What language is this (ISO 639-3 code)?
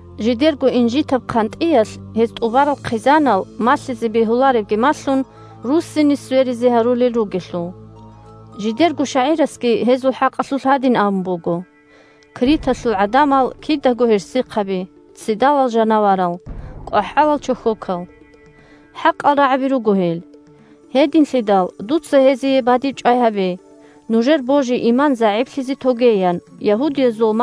ava